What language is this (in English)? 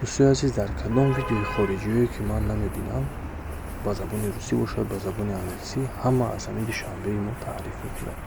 Tajik